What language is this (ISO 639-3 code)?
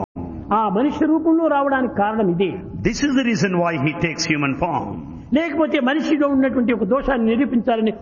tel